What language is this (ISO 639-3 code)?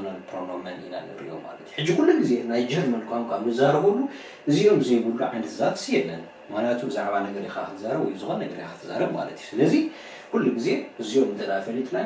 tir